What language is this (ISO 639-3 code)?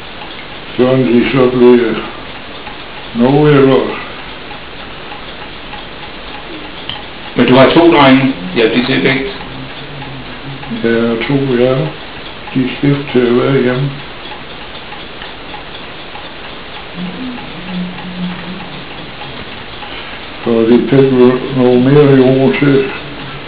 dan